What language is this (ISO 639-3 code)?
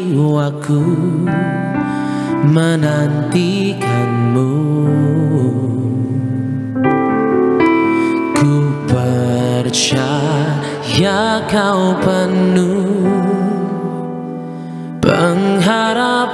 ind